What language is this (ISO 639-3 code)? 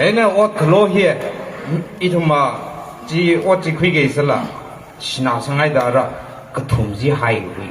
nmf